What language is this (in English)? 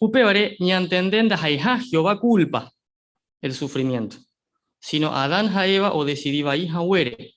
Guarani